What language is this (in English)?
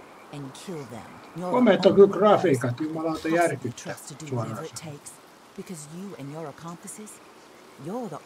Finnish